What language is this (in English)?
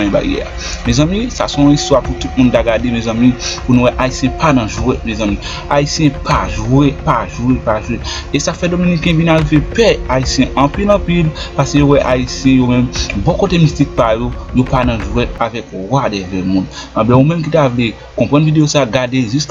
Haitian Creole